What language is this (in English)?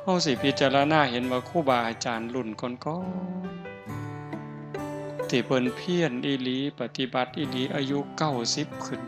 Northeastern Thai